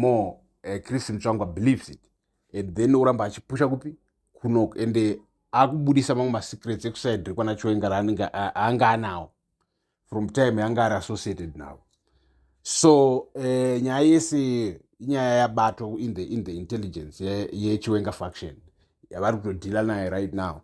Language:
Shona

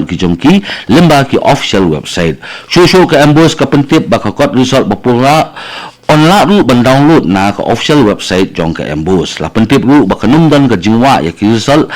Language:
Khasi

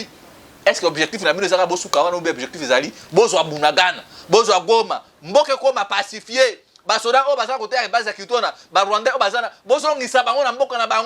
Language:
Lingala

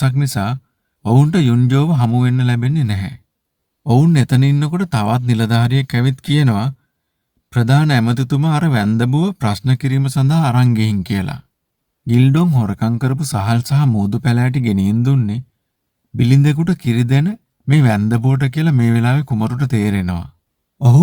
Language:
Sinhala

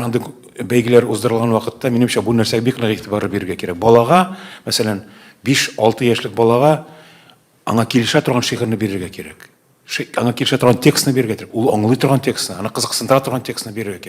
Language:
Tatar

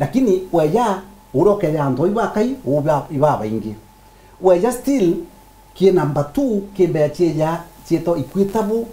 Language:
Meru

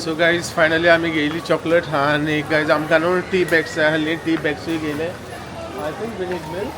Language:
Konkani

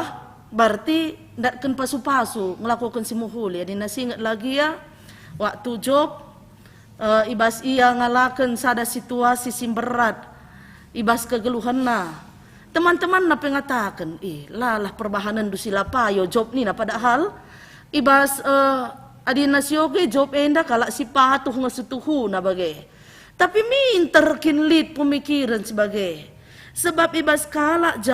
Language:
Batak Karo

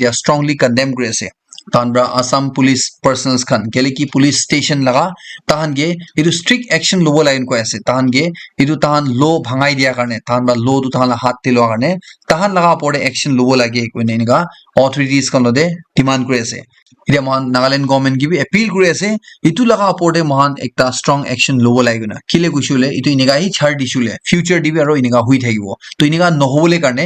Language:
Naga Pidgin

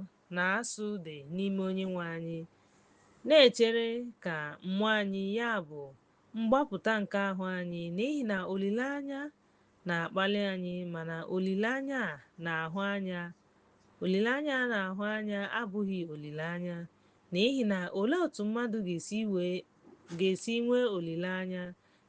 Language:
Igbo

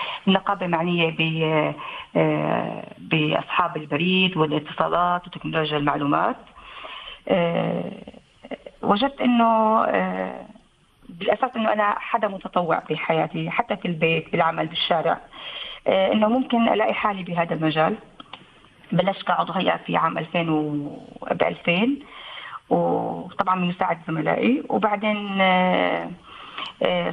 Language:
North Levantine Arabic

